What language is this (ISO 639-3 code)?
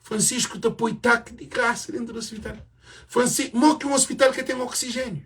kea